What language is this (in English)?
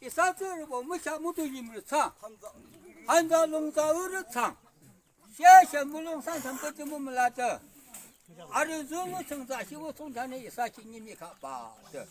Yimchungru Naga